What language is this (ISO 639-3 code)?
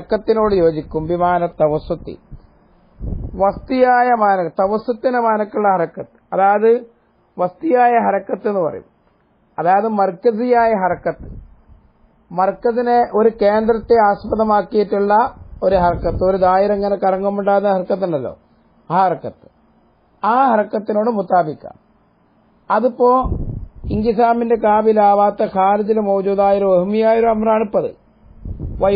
mal